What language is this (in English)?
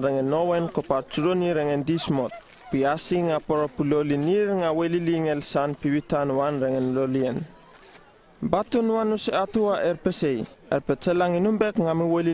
Uripiv-Wala-Rano-Atchin